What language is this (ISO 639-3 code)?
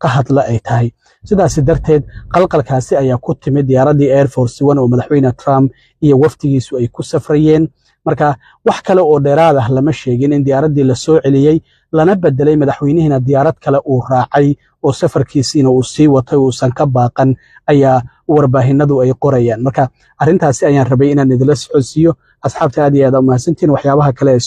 som